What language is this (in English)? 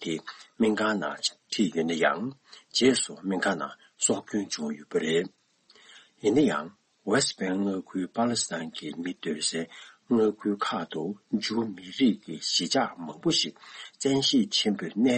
Tibetan